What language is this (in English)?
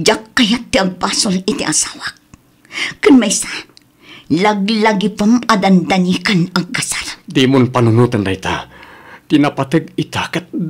Iloko